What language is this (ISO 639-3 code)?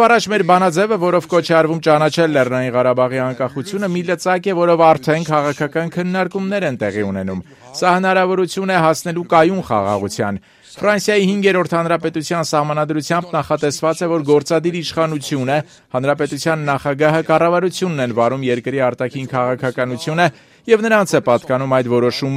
hye